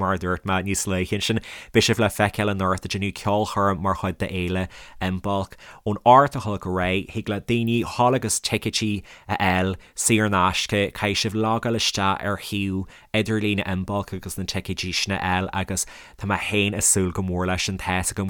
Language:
Irish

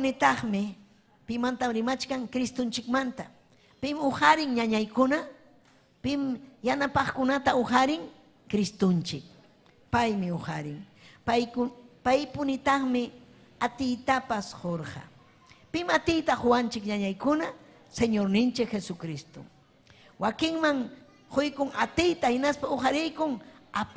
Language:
Ayacucho Quechua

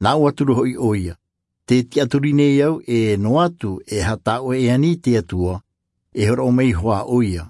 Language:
Tahitian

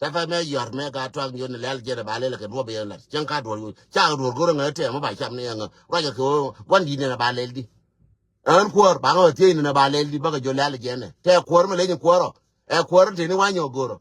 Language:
Nuer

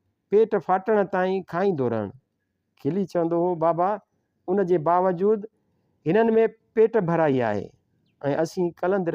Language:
Sindhi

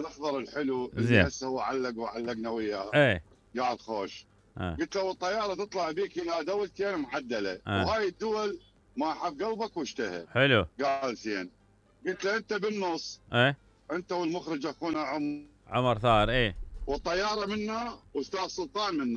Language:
Mesopotamian Arabic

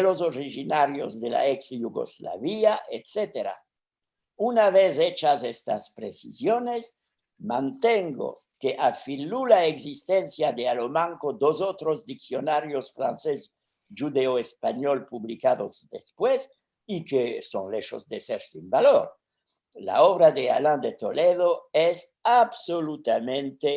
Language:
Ladino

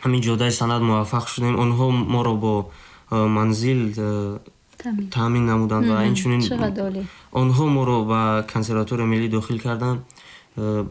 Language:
Tajik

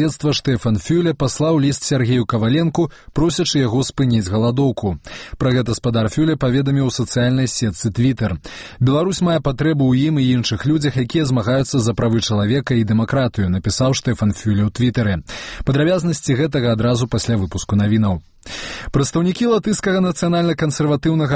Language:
Belarusian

